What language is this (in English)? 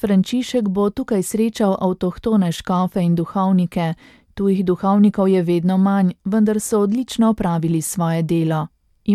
Slovenian